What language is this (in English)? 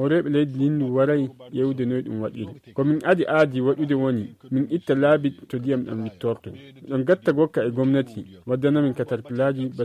Nigerian Fulfulde